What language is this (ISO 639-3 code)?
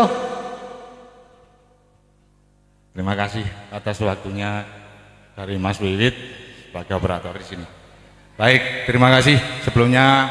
ind